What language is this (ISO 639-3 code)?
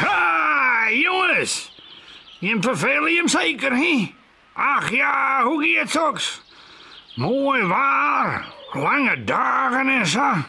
fry